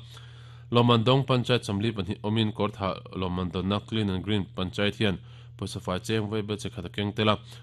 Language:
Mizo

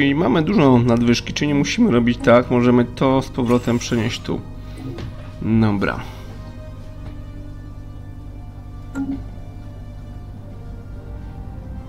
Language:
Polish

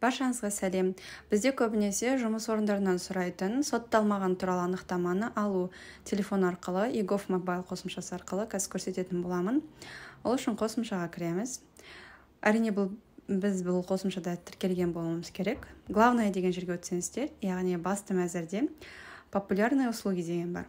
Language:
Kazakh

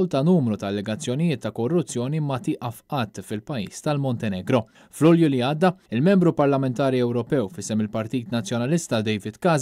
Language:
Maltese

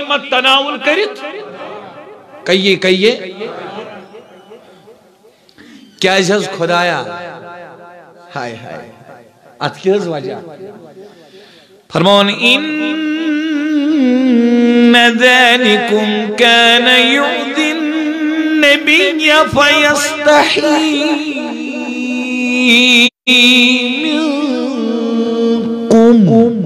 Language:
Kashmiri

